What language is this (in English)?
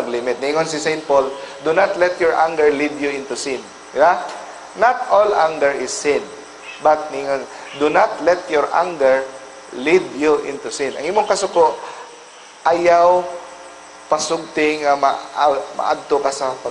Cebuano